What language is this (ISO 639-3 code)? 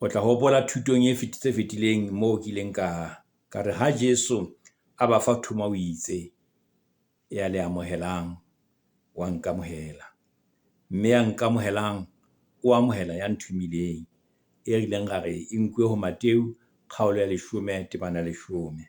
sot